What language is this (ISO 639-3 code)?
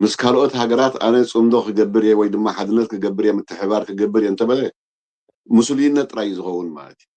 tir